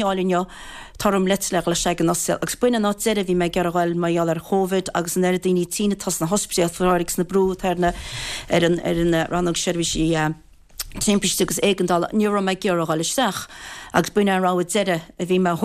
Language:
Irish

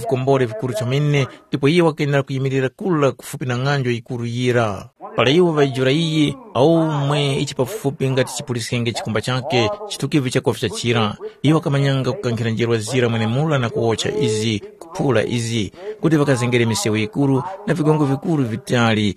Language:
Tumbuka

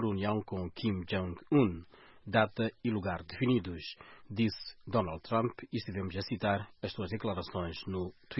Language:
Portuguese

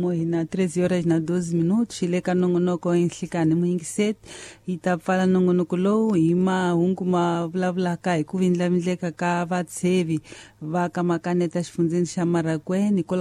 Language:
Tsonga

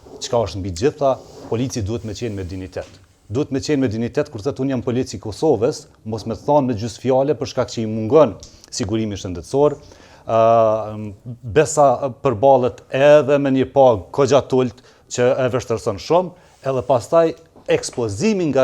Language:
Albanian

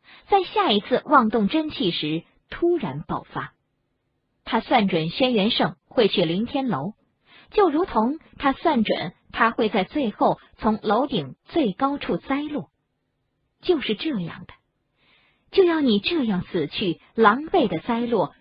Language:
Chinese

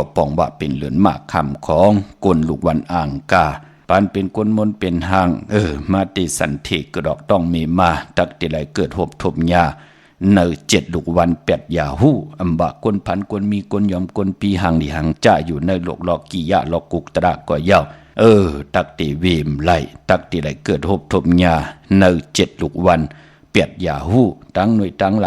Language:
Shan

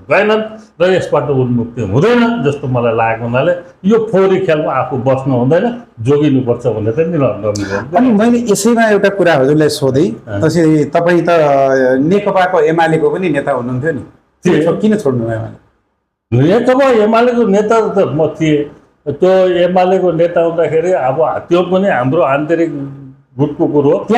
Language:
Nepali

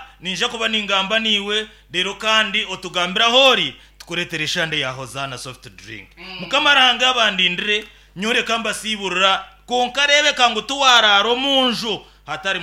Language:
Nyankole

